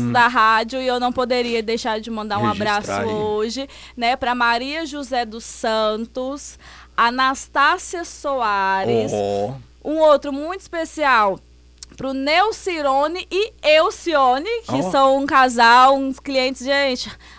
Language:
Portuguese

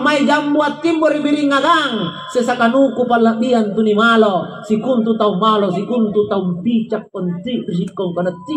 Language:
Makasar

